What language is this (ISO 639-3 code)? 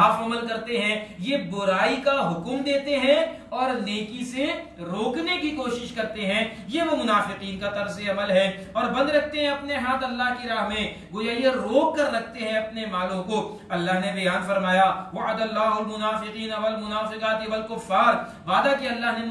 urd